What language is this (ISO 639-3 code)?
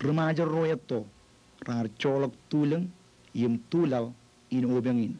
mah